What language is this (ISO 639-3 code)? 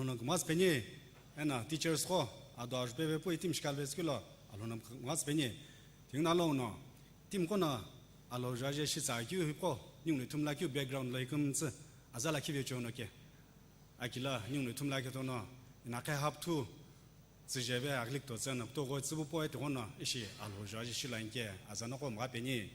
nsm